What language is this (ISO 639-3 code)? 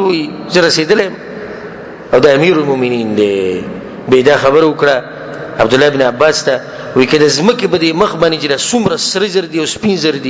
pus